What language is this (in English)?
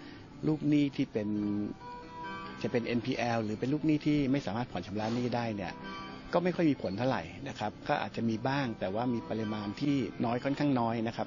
Thai